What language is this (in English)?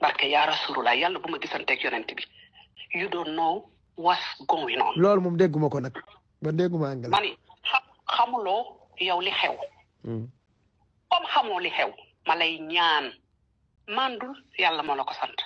Wolof